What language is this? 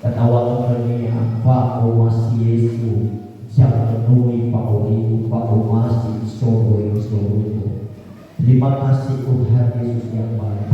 Nias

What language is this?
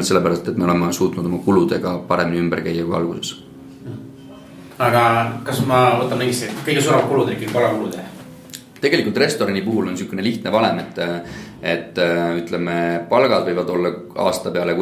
Estonian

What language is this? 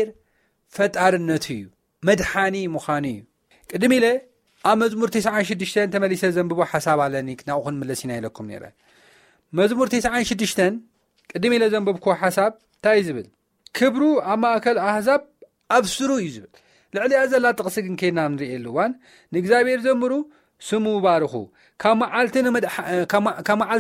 Tigrinya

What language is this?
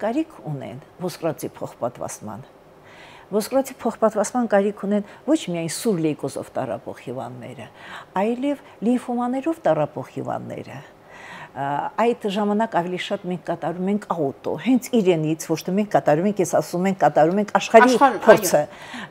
Armenian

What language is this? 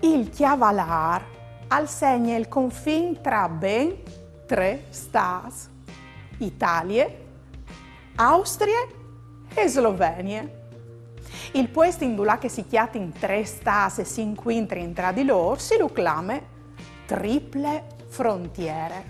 Friulian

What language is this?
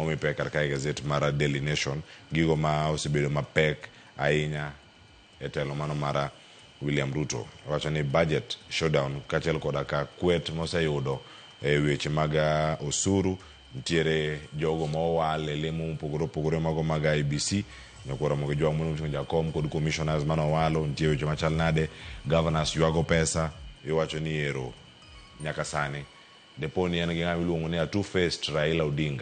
Luo (Kenya and Tanzania)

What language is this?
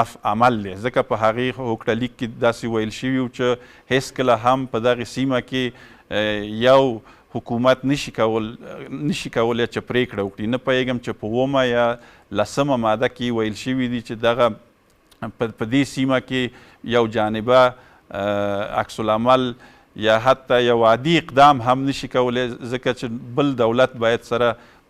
Pashto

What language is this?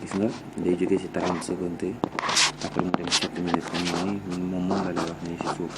Wolof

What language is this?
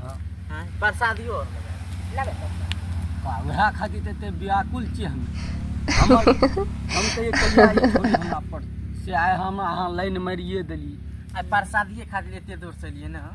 Maithili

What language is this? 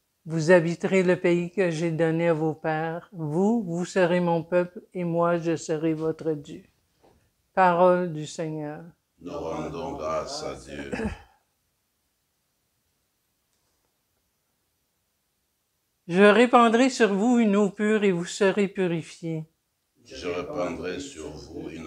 French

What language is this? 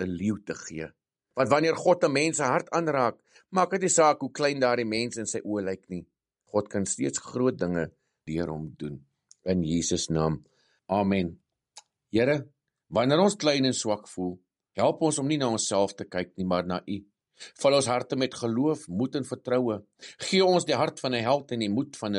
Afrikaans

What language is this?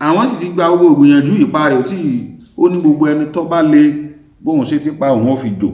Yoruba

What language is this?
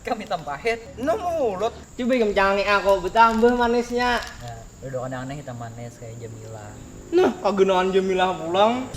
Banjar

